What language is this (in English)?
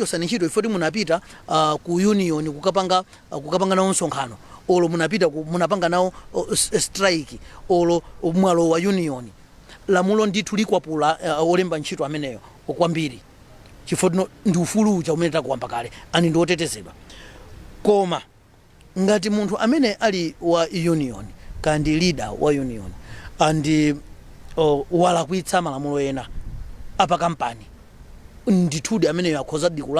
Nyanja